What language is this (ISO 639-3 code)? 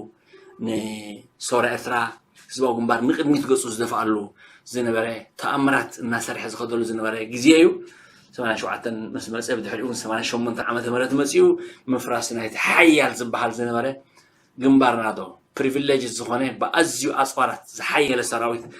tir